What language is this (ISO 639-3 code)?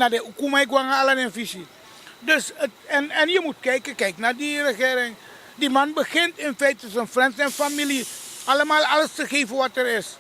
srn